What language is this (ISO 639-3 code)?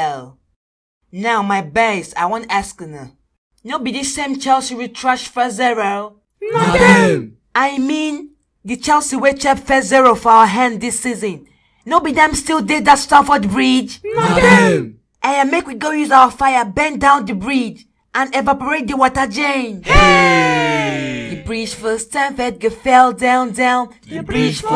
pcm